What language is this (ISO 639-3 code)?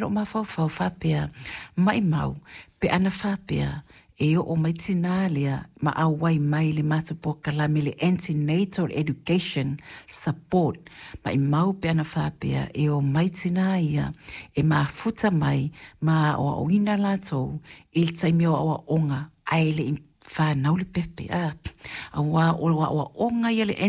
smo